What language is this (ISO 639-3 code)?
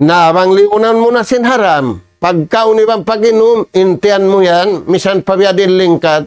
tsg